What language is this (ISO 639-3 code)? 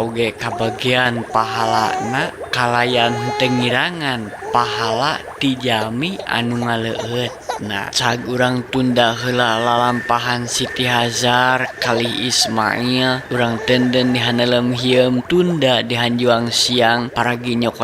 sun